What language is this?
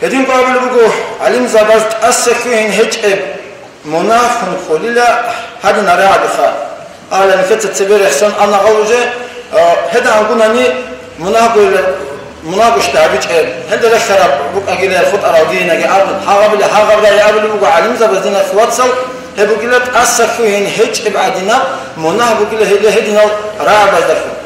Avaric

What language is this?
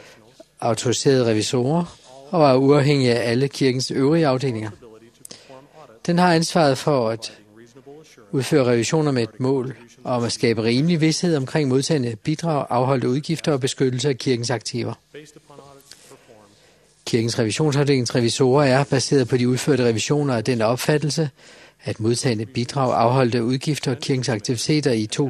Danish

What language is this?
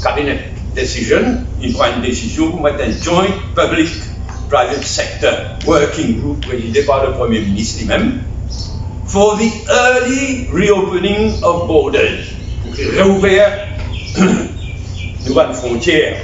Morisyen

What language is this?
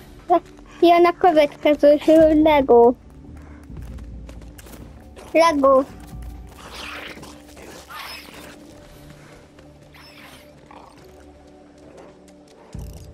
Hungarian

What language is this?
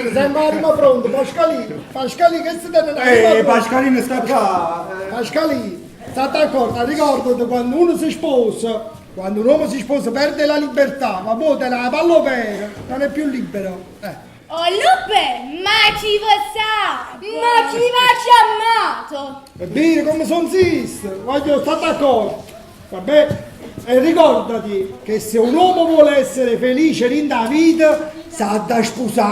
Neapolitan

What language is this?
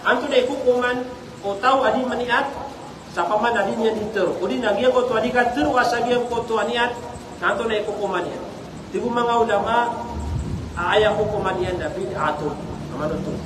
Maranao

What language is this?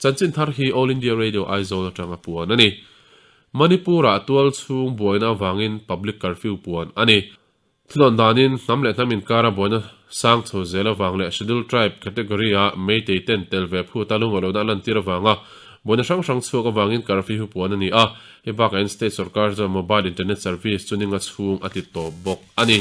Mizo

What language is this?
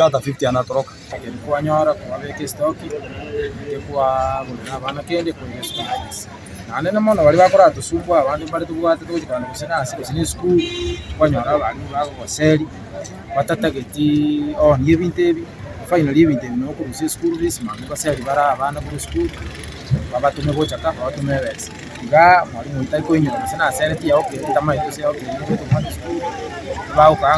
Gusii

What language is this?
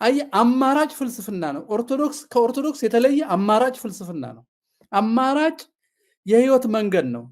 Amharic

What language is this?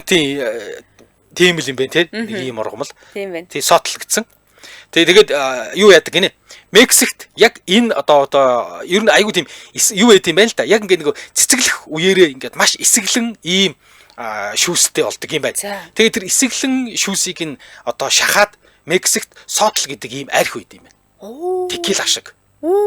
Mongolian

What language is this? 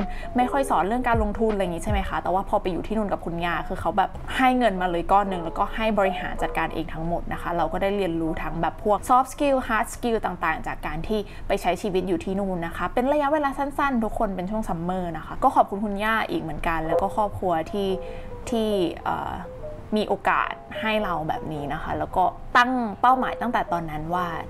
Thai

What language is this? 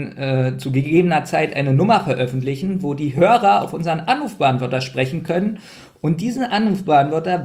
German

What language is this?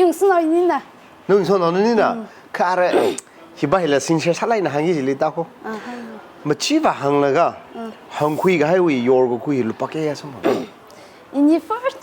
Tangkhul Naga (India)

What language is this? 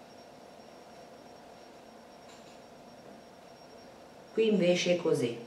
Italian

